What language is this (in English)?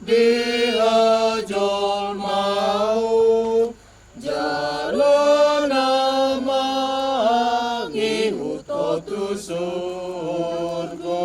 Batak Toba